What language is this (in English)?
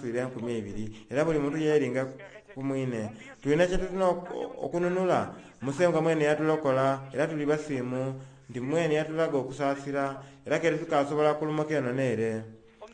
Soga